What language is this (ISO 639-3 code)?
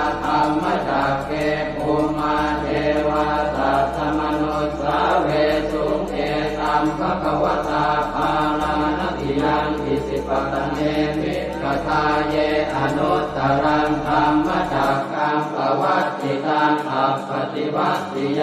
pli